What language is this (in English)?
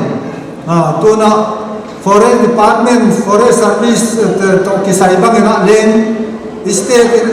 Paite Chin